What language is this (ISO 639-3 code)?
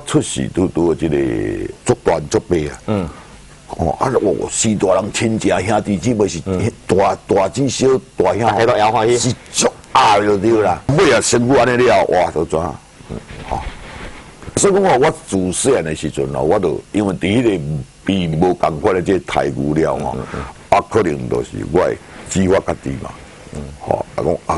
nan